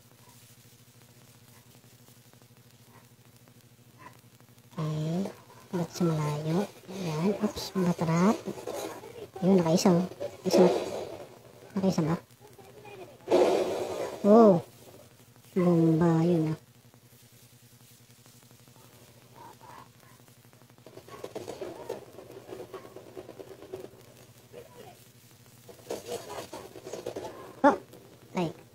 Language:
Filipino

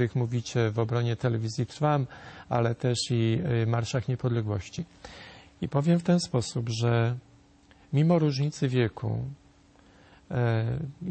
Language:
Polish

